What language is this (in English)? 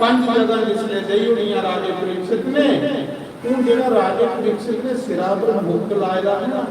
Dogri